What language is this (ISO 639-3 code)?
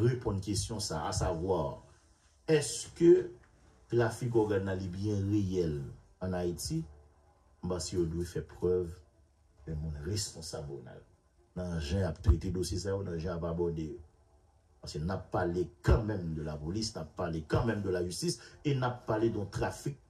hat